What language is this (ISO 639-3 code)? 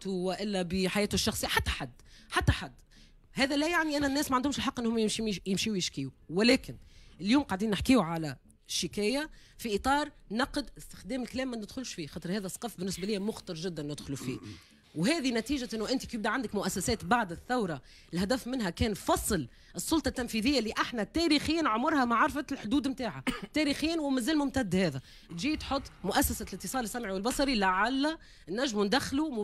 aeb